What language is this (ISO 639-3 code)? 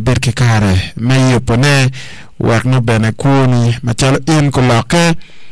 ach